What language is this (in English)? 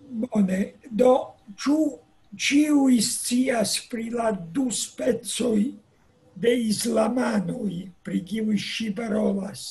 Esperanto